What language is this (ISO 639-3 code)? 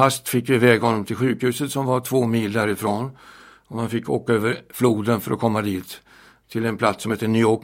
swe